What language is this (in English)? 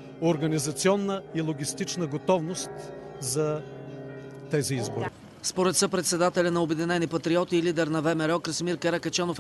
Bulgarian